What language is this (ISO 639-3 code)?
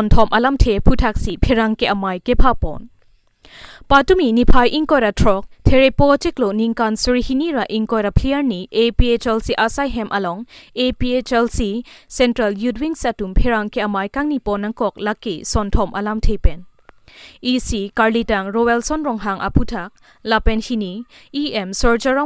mjw